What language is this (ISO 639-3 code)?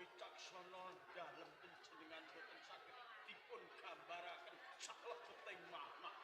jav